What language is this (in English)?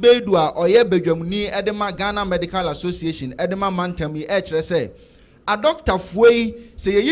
Akan